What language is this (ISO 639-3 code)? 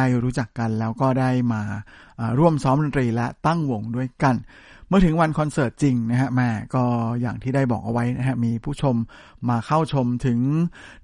tha